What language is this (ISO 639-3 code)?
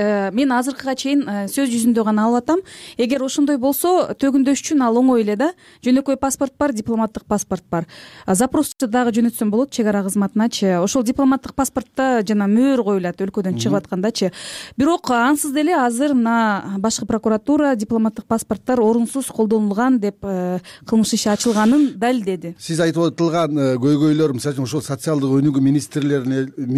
kir